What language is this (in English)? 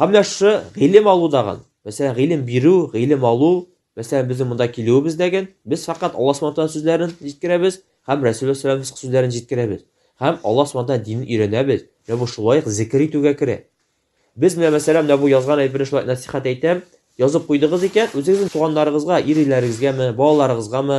Tatar